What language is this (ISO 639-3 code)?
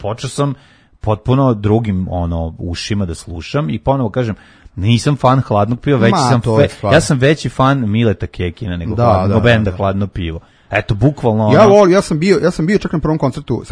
srp